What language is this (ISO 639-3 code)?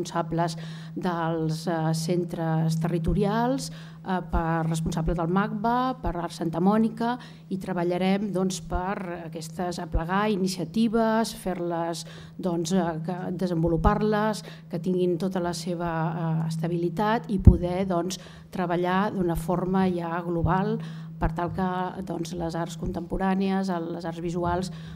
cat